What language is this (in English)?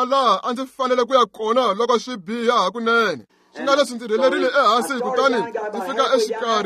Tsonga